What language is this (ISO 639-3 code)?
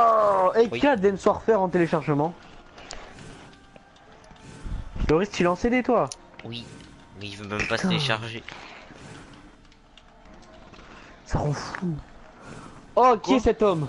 fra